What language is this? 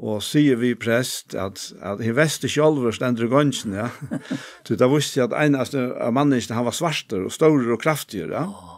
Faroese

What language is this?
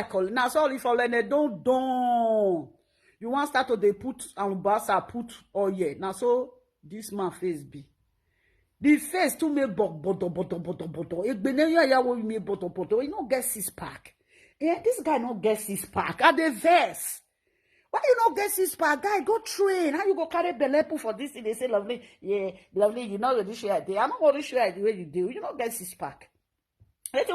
Nigerian Pidgin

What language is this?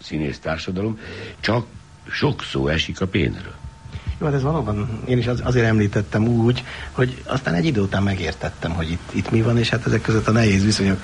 Hungarian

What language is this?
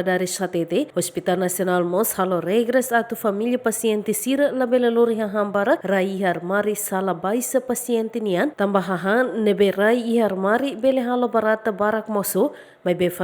Tetum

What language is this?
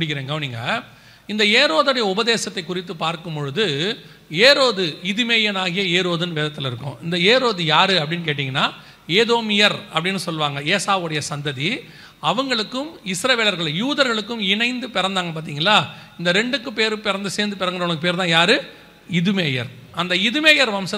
Tamil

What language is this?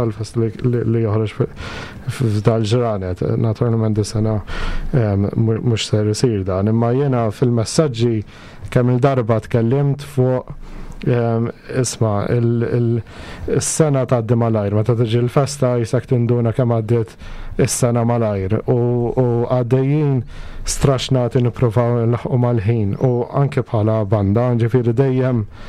Maltese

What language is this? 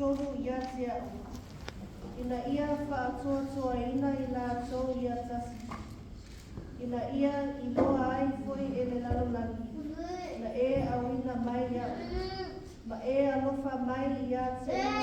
Samoan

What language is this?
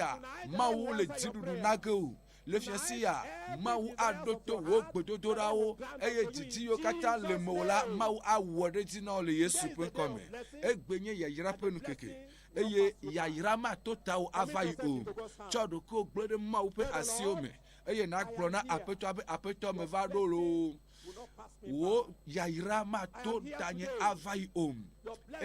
Ewe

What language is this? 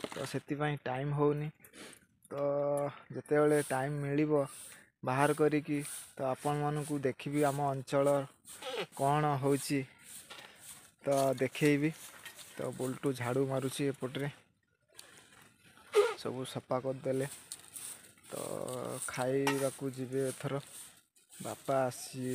Odia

